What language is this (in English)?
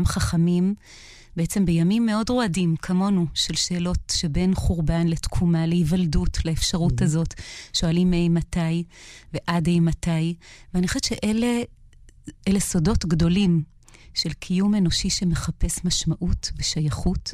Hebrew